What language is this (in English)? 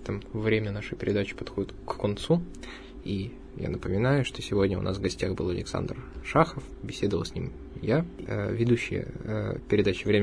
Russian